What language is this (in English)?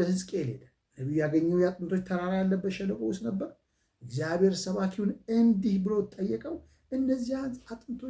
Amharic